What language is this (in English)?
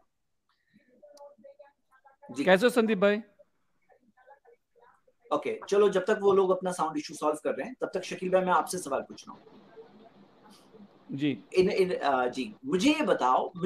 Hindi